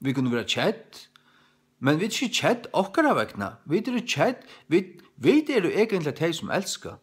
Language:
Faroese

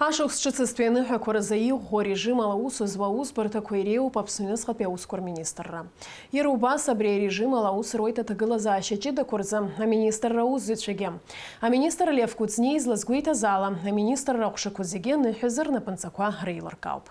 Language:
Abkhazian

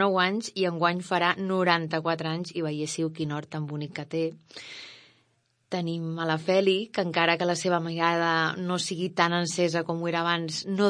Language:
Catalan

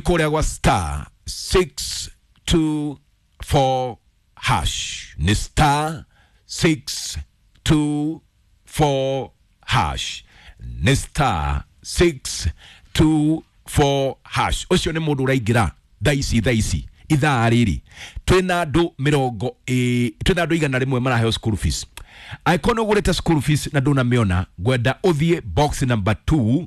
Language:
Kikuyu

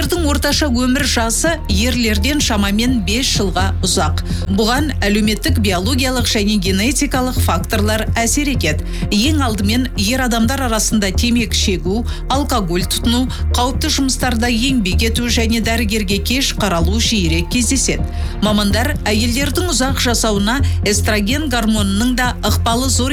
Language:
Kazakh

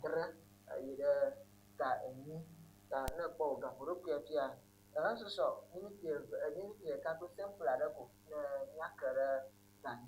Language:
Ewe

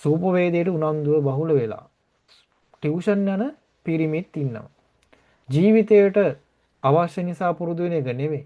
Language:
Sinhala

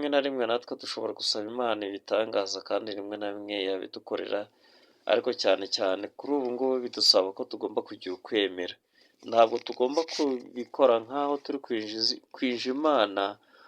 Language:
Kinyarwanda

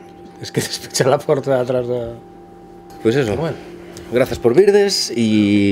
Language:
Galician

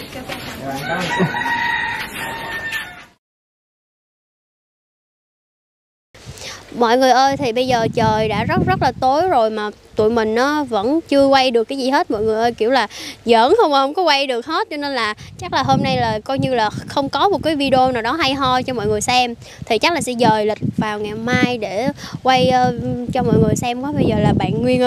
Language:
Vietnamese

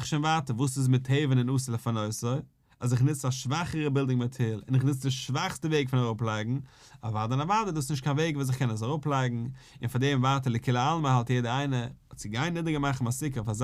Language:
Yiddish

